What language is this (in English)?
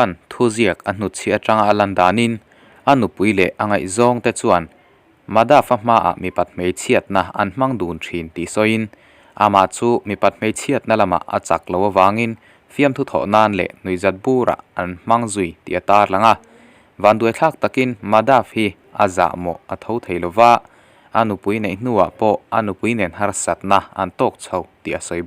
Mizo